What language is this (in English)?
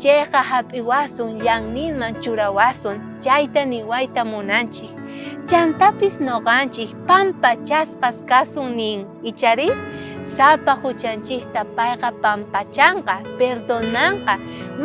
South Bolivian Quechua